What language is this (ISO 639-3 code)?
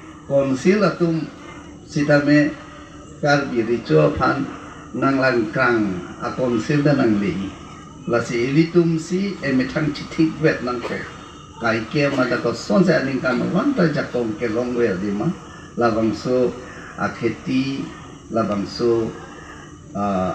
mjw